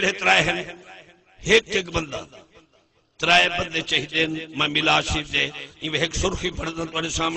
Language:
Saraiki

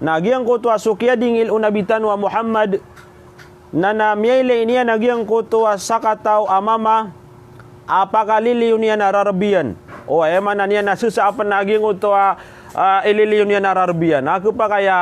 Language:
Maranao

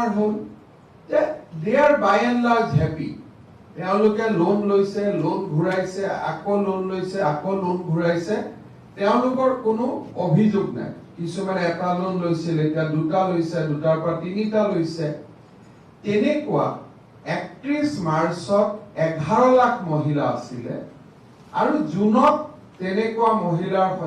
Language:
Assamese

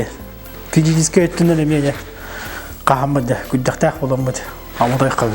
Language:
Yakut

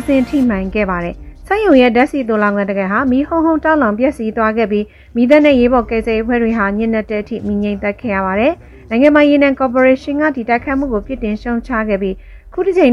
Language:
Burmese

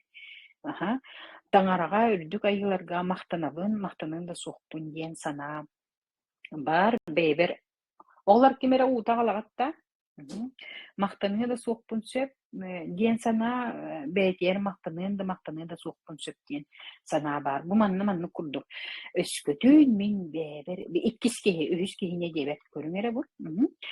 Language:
Yakut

